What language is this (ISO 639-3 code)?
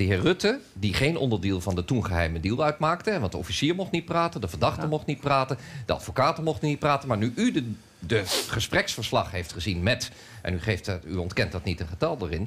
nld